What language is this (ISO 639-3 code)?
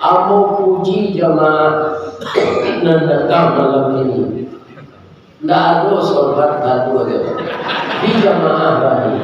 min